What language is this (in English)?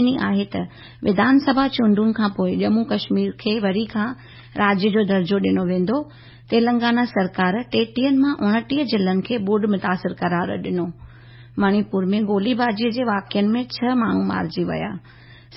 Sindhi